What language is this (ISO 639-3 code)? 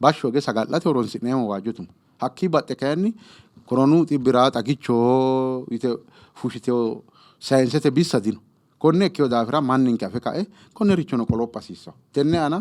sid